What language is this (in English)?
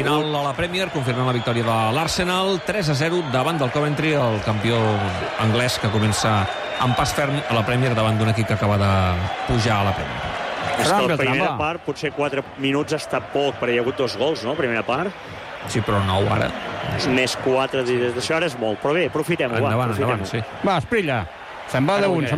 Catalan